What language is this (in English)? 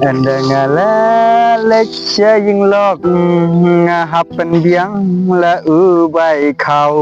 Khasi